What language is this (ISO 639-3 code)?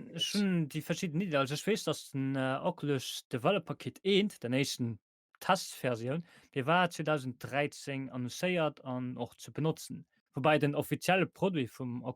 ltz